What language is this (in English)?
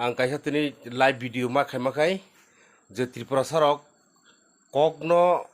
Kok Borok